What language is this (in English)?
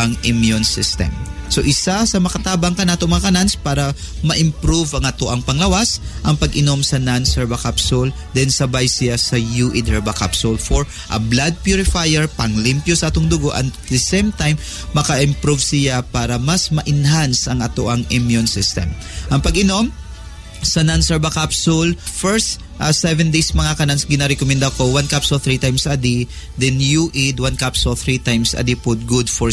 Cebuano